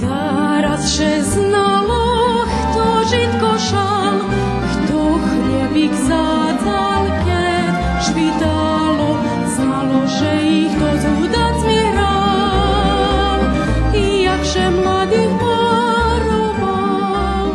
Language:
Rusyn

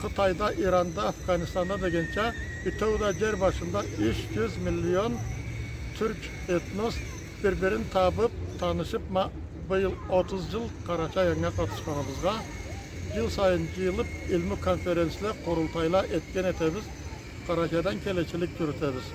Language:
Karachay-Balkar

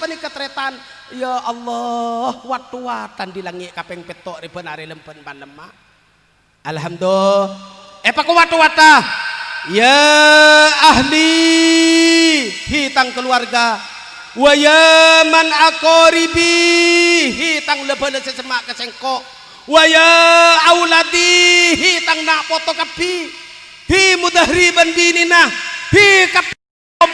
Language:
Madurese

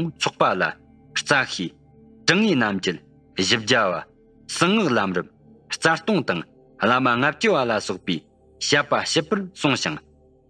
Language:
Tibetan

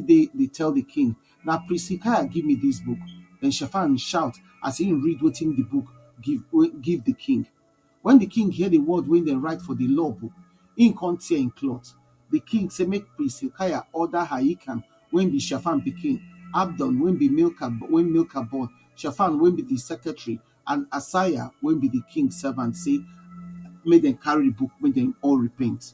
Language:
Nigerian Pidgin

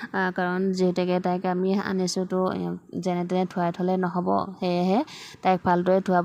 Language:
Assamese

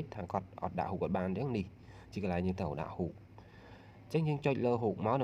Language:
Khmer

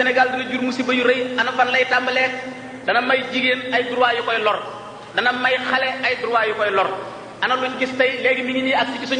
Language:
Wolof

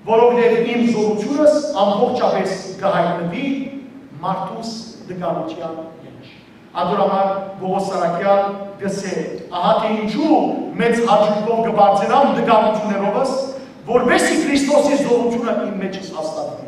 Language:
Western Armenian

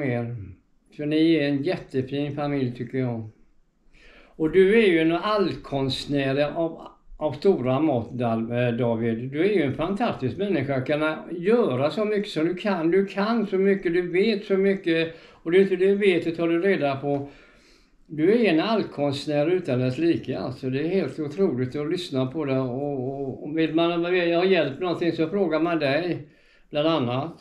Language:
Swedish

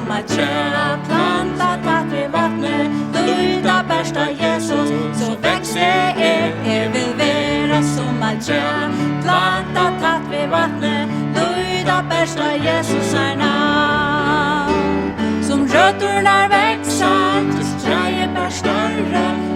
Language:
Faroese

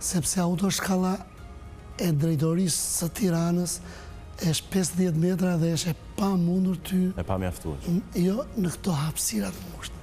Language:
Albanian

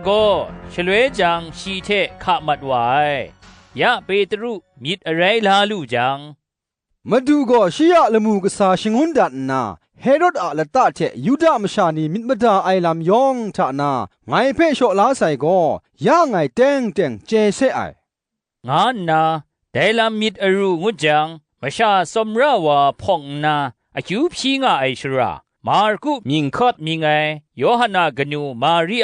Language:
Kachin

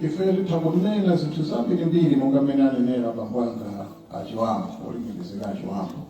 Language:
Nyanja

